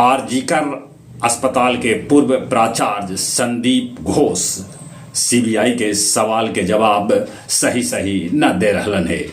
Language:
Magahi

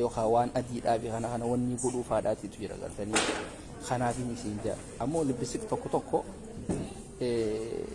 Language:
Oromo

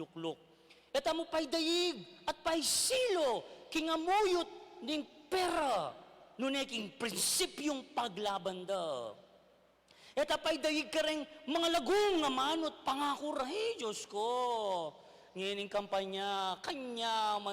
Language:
Pampanga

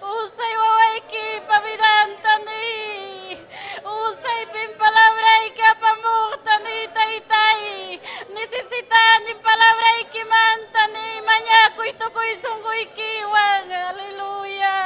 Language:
Ayacucho Quechua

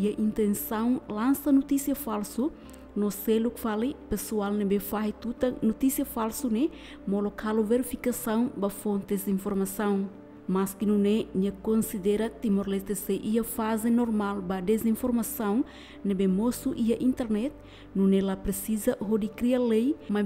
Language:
Tetum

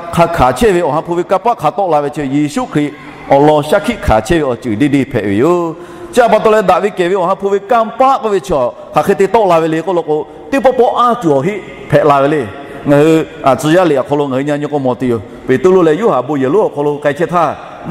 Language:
Lahu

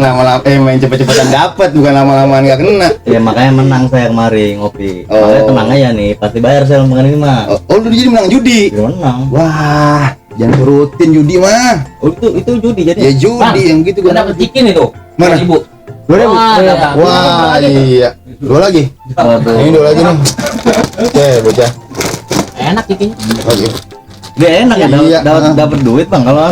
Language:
Betawi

